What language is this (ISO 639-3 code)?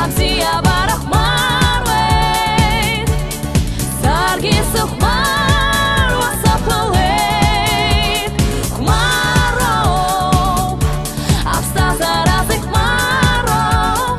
abk